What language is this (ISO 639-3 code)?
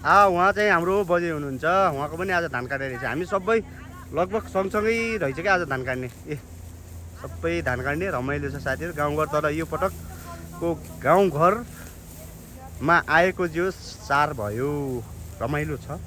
nep